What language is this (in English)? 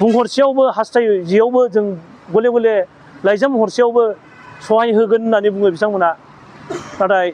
Bodo